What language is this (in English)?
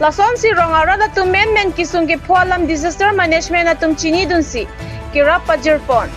Karbi